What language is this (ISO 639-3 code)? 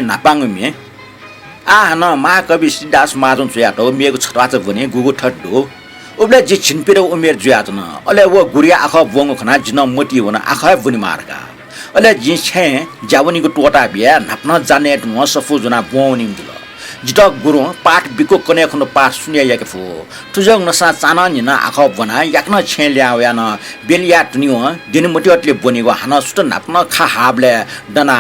new